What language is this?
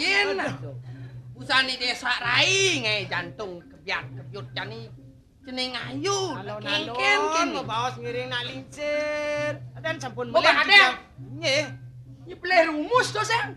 Balinese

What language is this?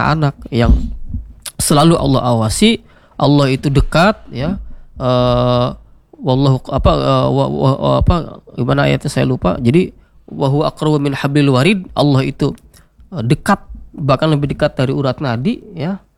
Indonesian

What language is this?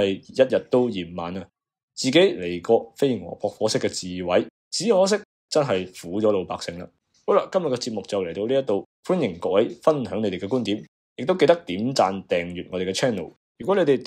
Cantonese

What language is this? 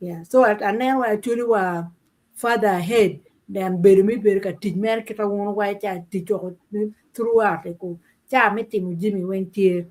Acoli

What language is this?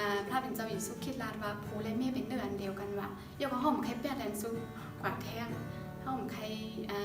Shan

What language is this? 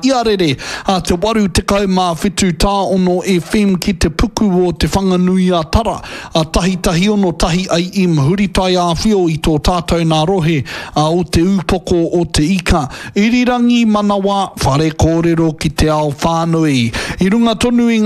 Māori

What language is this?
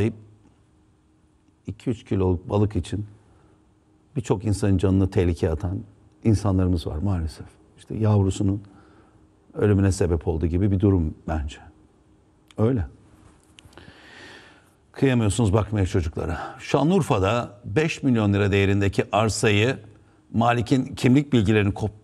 Turkish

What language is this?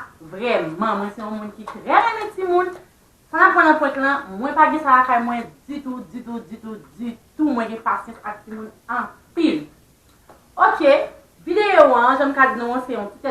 Haitian Creole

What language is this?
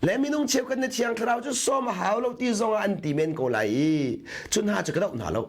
Hakha Chin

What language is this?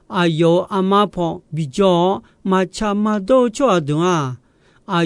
Akha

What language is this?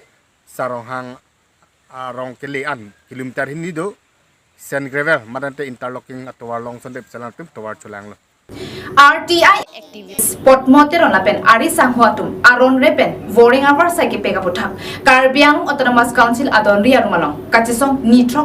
Karbi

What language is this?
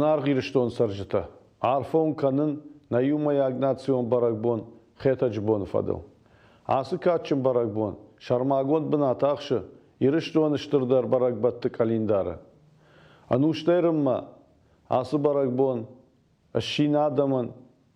Ossetic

